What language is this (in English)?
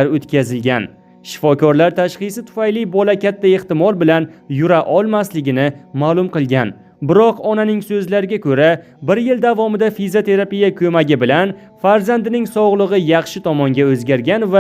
Uzbek